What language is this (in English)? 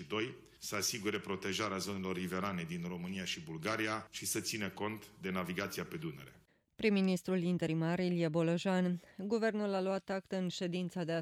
Romanian